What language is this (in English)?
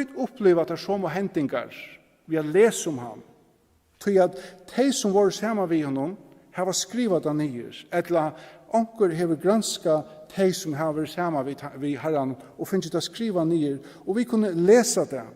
Faroese